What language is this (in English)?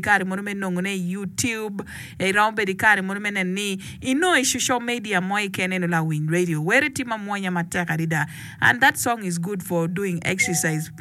Acoli